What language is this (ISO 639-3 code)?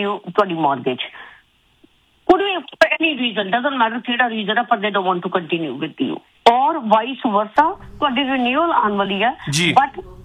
pan